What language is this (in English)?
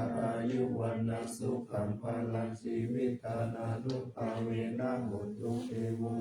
Pali